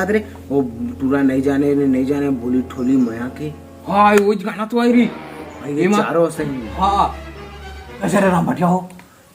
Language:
Chhattisgarhi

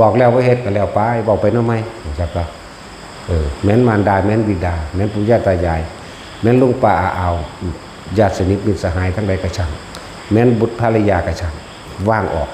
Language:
Northeastern Thai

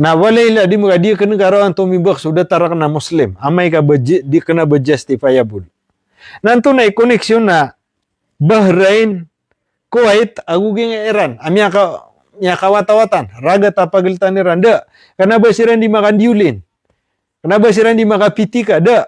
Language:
Maranao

